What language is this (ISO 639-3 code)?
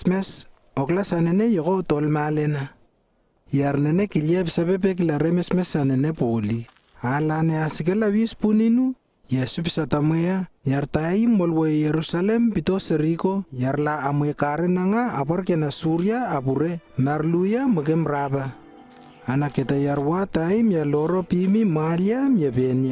lww